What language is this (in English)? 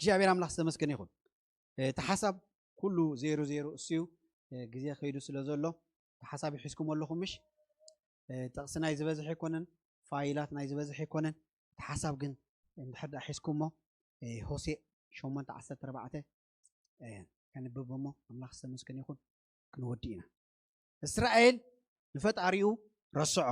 Tigrinya